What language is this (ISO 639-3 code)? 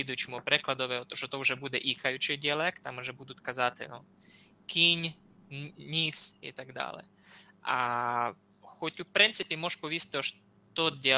rue